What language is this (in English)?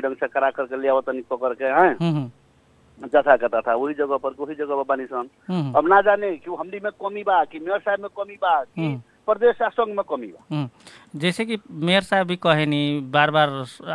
Bhojpuri